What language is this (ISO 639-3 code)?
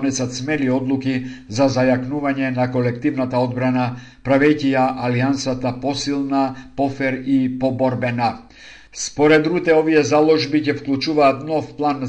mkd